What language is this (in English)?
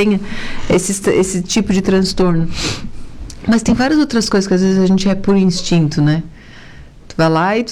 Portuguese